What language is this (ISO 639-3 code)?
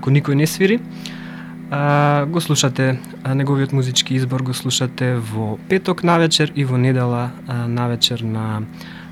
mkd